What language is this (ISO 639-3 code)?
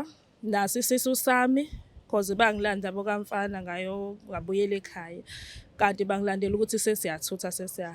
zul